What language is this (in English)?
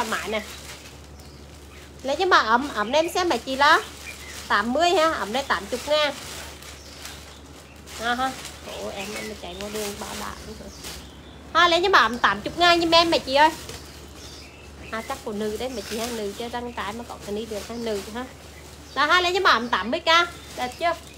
Vietnamese